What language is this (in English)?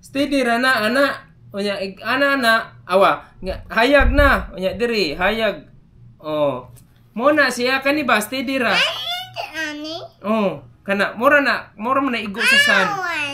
Cebuano